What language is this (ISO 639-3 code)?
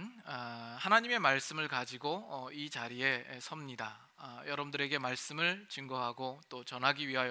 kor